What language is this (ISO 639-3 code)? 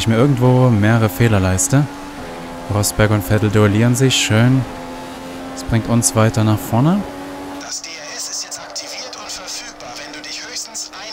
deu